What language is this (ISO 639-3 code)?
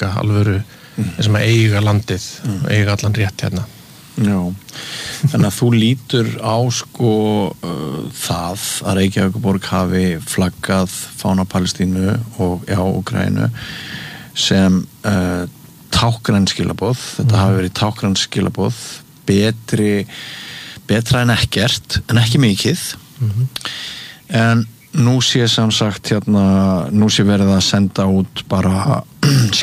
isl